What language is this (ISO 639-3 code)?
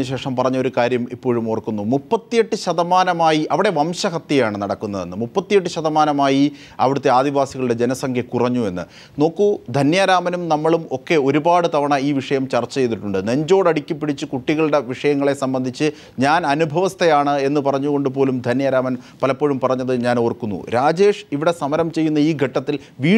mal